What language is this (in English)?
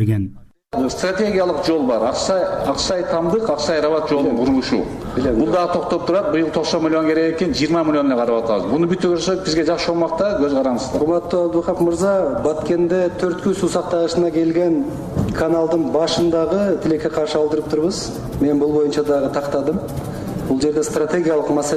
Kyrgyz